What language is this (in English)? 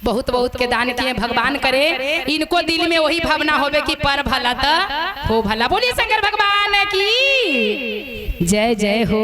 Magahi